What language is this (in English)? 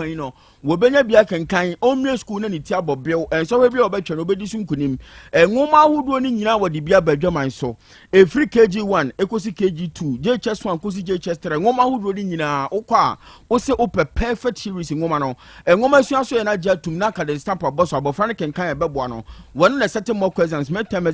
Akan